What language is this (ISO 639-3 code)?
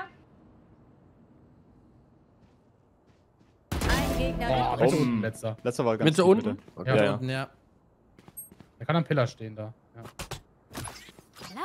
deu